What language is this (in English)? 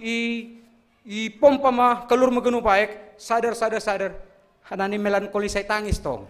Batak Simalungun